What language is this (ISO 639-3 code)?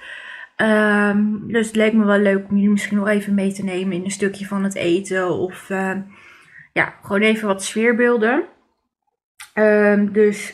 nld